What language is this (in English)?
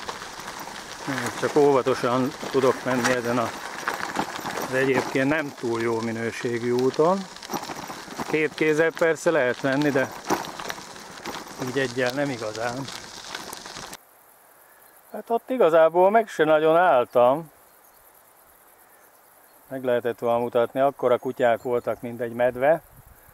Hungarian